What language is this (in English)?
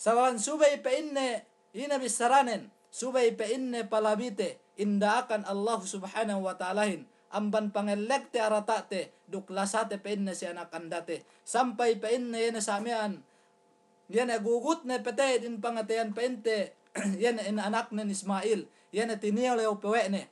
Yakan